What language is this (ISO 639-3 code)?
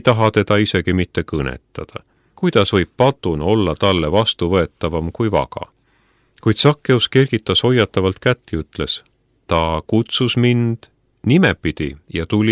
est